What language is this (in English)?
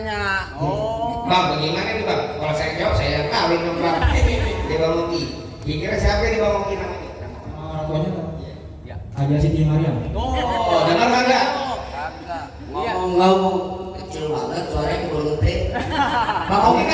Betawi